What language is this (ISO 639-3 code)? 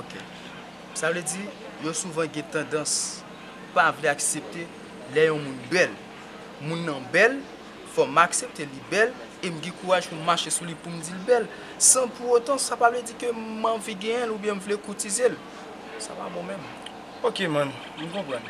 hat